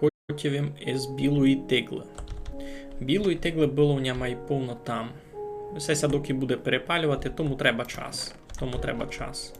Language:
Rusyn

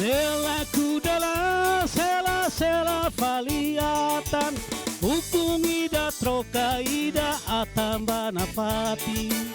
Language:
Tetum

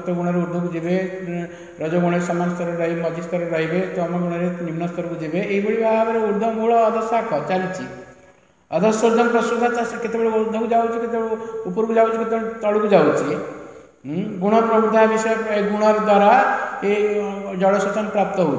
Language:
Odia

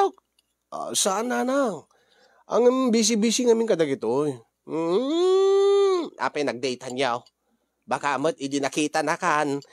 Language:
Iloko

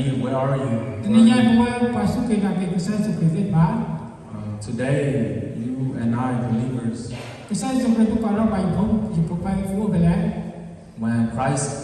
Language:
S'gaw Karen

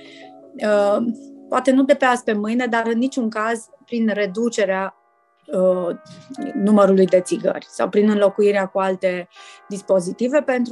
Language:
Romanian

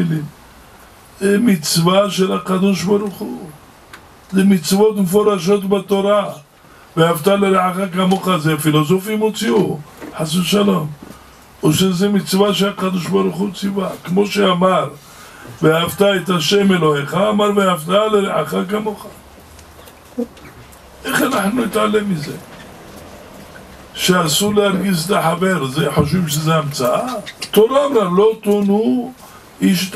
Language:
Hebrew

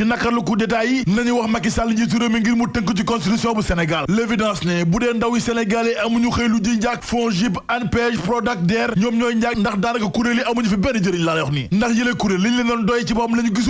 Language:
Wolof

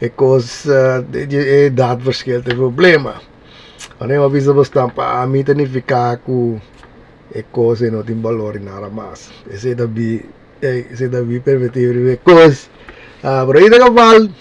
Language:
Papiamento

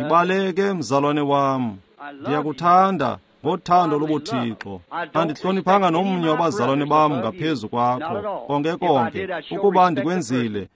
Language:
Xhosa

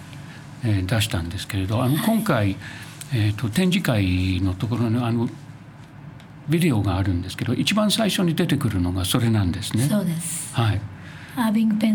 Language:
Japanese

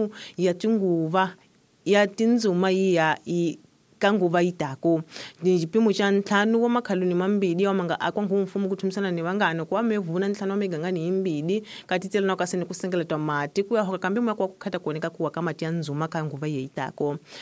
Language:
Tsonga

